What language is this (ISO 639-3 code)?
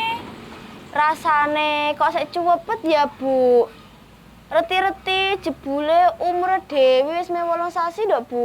jav